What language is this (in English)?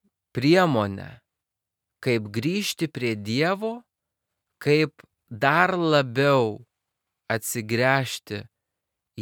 Lithuanian